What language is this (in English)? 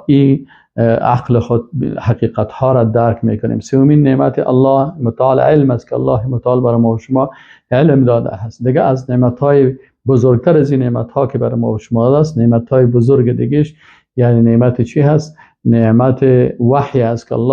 Persian